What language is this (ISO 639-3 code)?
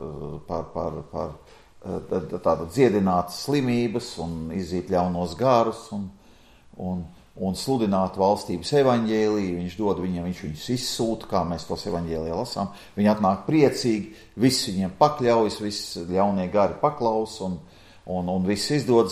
lav